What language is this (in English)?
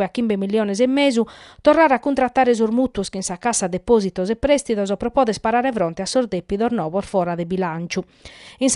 Sardinian